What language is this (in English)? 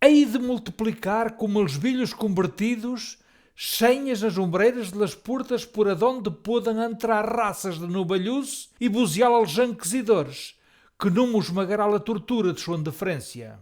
Mirandese